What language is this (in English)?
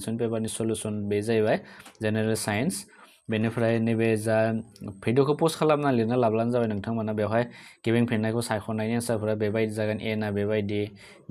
Bodo